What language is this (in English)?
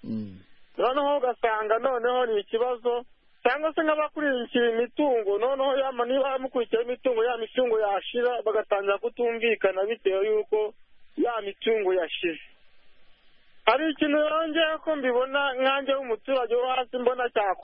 Kinyarwanda